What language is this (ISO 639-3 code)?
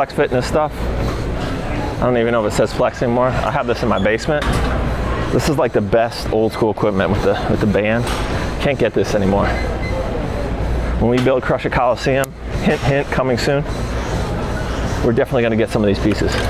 eng